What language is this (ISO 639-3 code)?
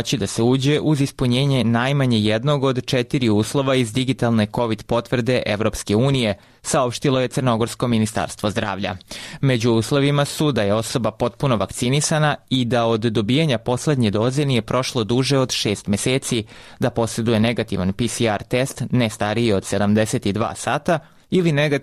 srp